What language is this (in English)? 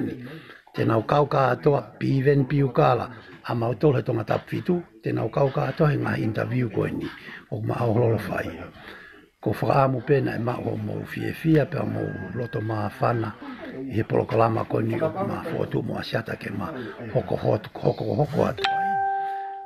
Tongan